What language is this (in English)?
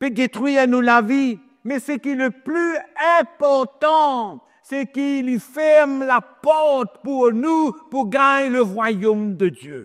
Morisyen